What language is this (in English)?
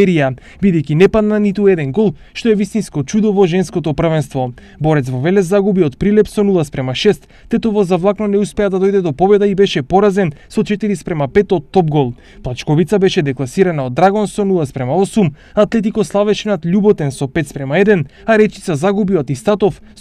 Macedonian